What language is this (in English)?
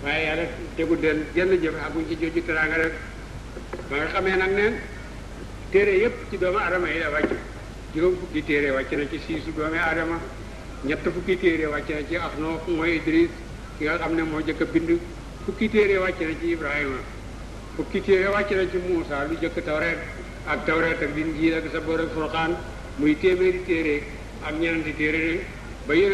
Wolof